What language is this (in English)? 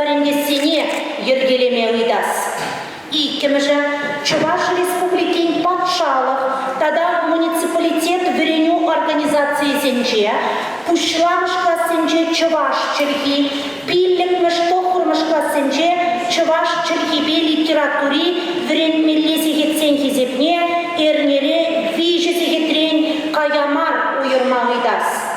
Chuvash